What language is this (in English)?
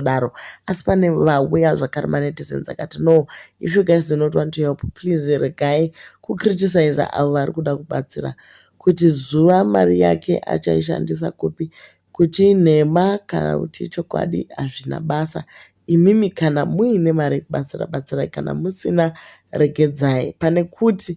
Shona